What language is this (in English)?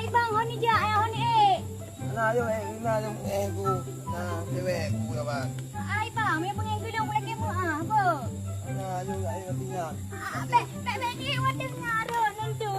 Achinese